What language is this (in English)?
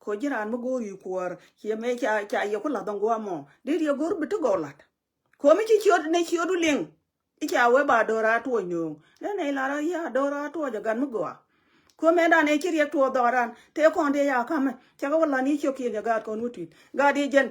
Nuer